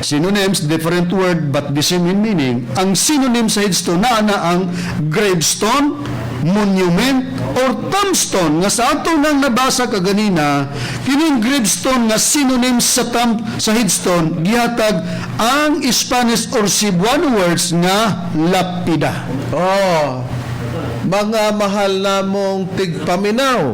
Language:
Cebuano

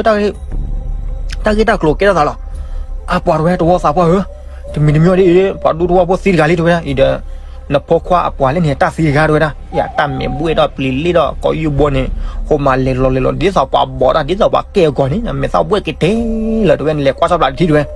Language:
S'gaw Karen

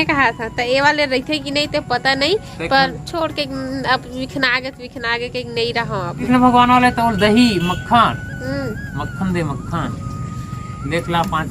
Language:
Chhattisgarhi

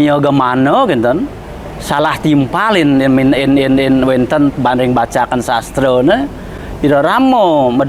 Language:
Balinese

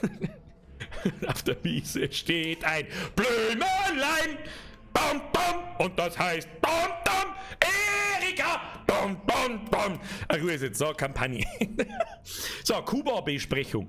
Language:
Bavarian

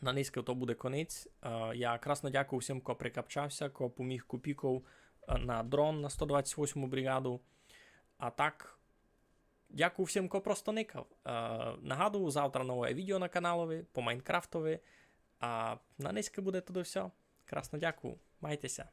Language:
Rusyn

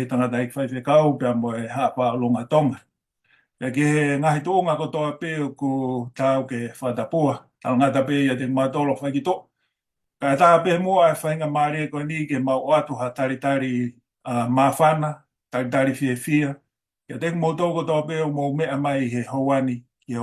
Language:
Tongan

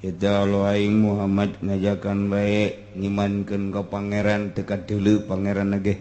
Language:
Sundanese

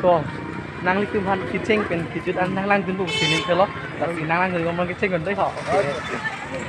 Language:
Karbi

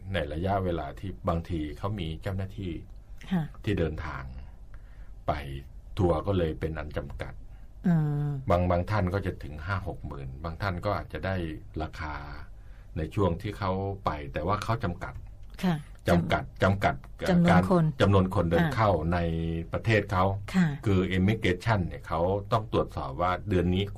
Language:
Thai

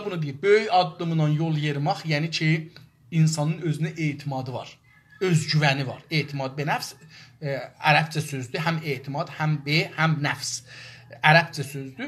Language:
South Azerbaijani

